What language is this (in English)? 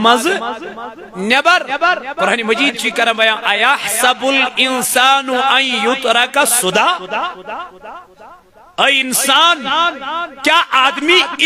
Kashmiri